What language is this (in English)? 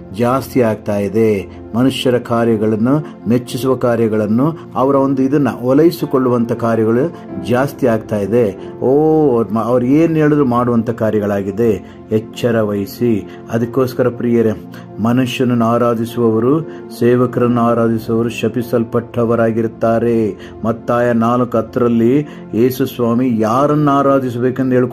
Kannada